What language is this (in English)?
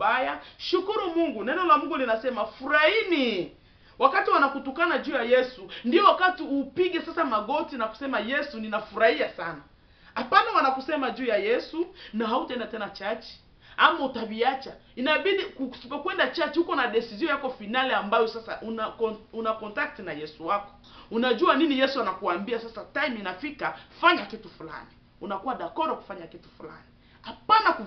Swahili